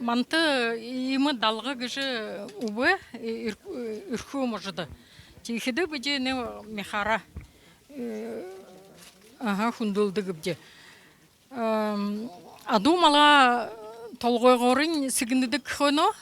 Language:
Buriat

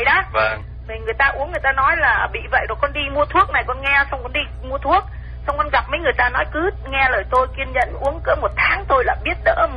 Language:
Vietnamese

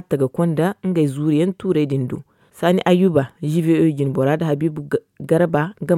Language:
Zarma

